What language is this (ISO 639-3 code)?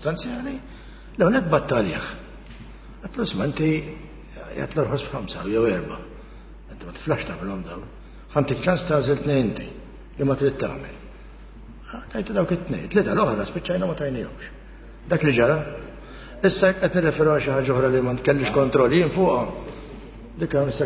mlt